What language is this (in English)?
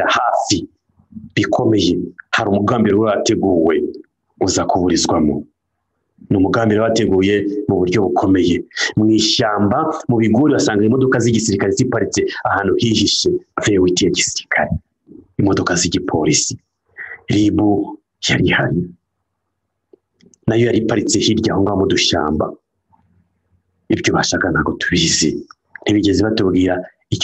Kinyarwanda